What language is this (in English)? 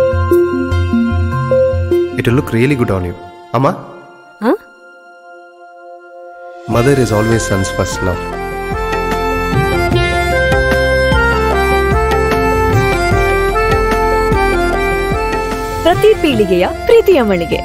Kannada